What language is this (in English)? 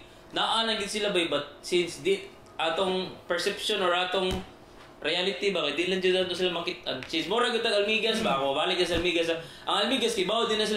Cebuano